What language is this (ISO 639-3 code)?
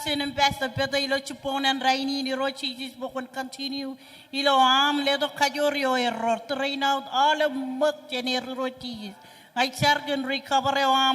mah